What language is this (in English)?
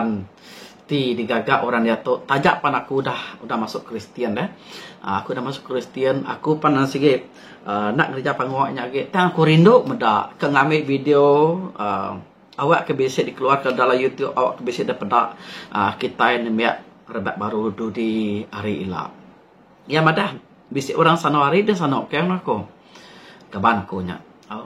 Iban